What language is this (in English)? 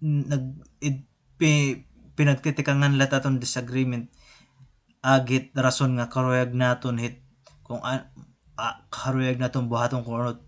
Waray